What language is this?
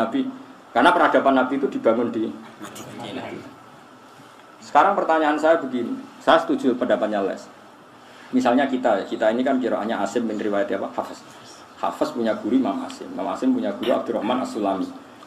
Indonesian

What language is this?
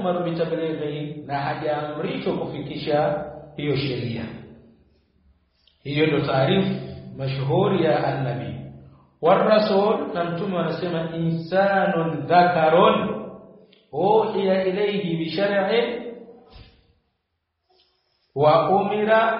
Swahili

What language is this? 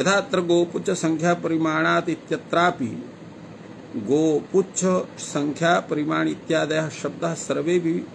Sanskrit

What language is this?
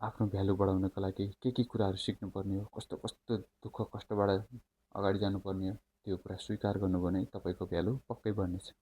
Nepali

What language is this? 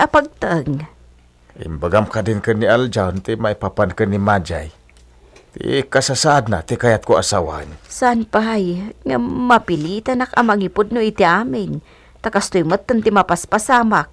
Iloko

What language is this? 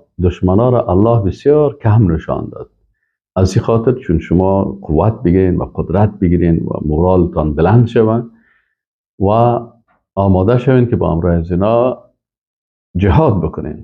Persian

